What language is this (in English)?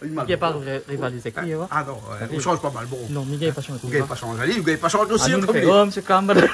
Réunion Creole French